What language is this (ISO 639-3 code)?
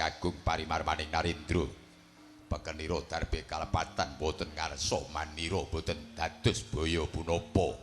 jav